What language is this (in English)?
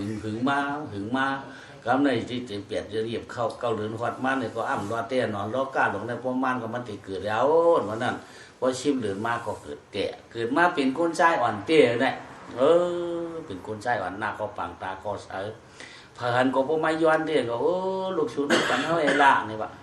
Shan